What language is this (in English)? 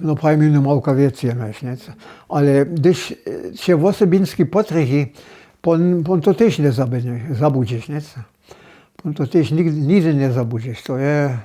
Upper Sorbian